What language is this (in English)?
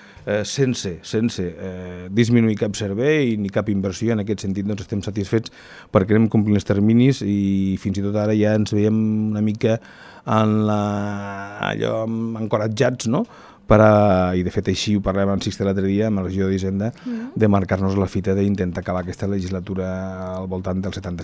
Catalan